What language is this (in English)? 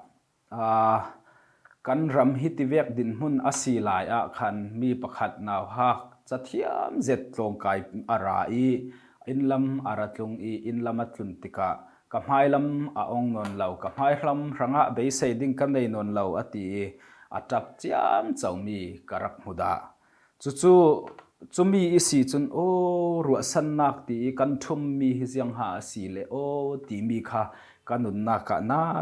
Falam Chin